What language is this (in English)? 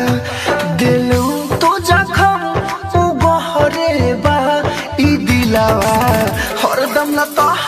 Bhojpuri